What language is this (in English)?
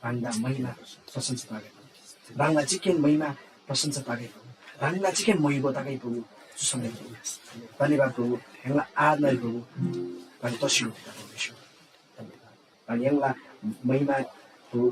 Eastern Tamang